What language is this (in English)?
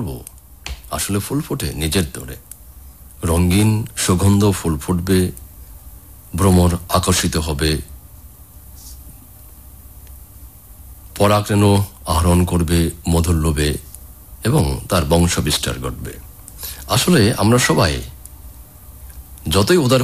Bangla